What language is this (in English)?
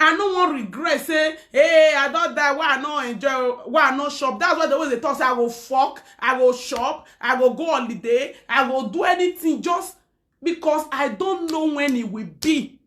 Nigerian Pidgin